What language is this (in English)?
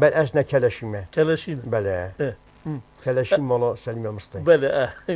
Kurdish